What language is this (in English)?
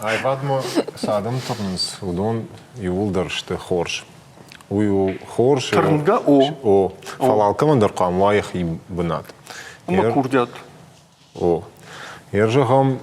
Ossetic